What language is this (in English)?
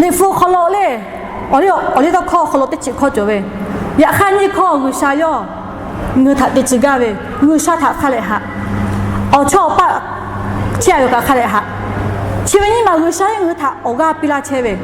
Lahu